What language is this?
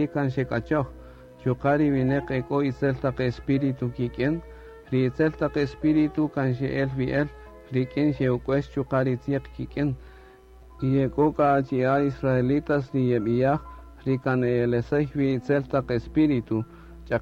Kaqchikel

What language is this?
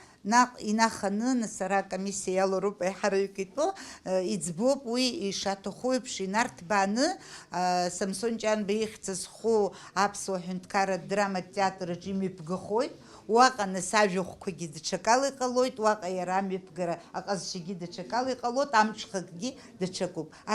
Abkhazian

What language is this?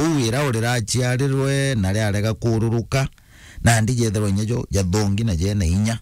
Meru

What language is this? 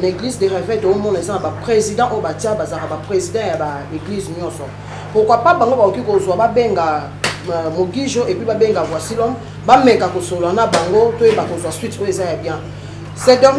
Lingala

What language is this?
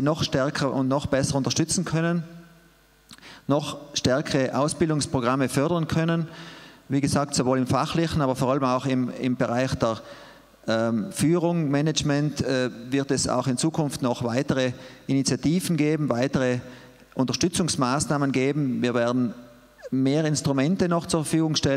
German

